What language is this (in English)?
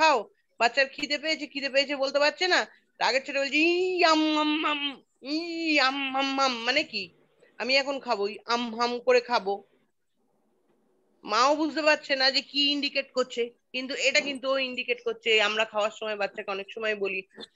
Bangla